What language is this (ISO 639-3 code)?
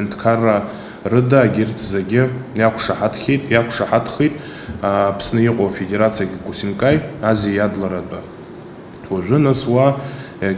abk